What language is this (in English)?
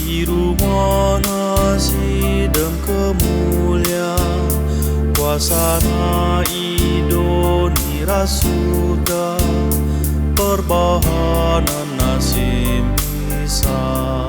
Batak Karo